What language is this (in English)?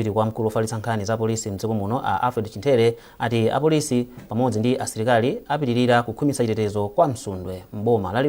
Nyanja